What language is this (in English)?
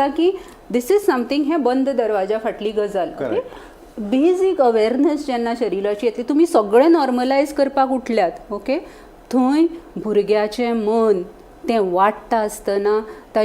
Konkani